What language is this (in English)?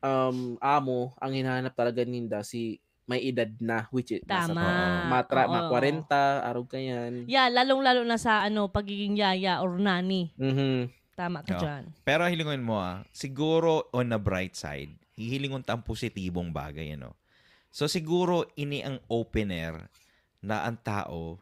Bikol